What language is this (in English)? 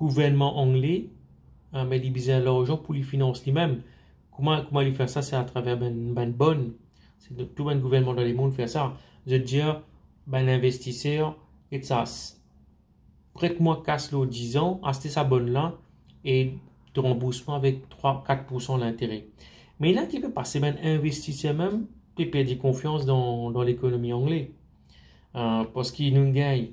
Morisyen